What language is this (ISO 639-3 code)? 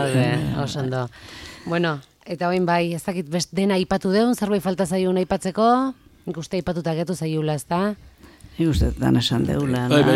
eus